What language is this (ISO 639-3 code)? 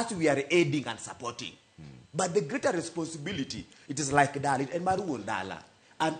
luo